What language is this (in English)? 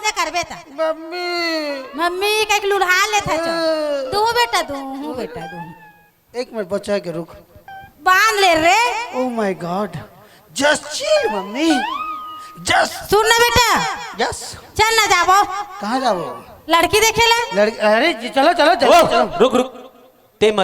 Chhattisgarhi